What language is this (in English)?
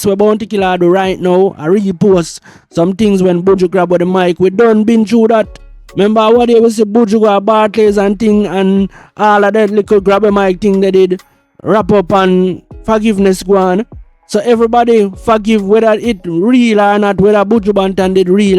Jamaican Creole English